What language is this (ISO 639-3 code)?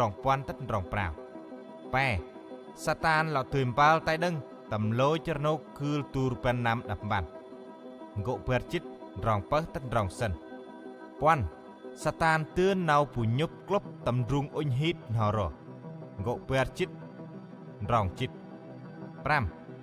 cmo